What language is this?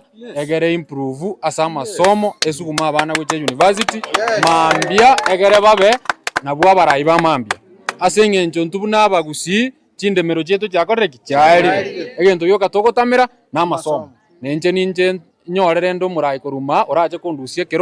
Gusii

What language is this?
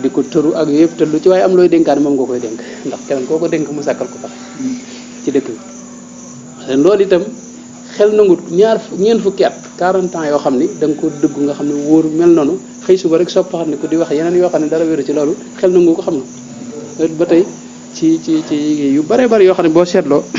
Wolof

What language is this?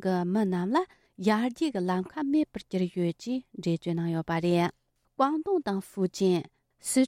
Tibetan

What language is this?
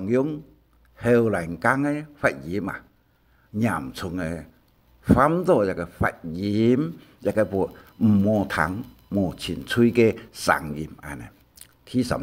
Hakka Chinese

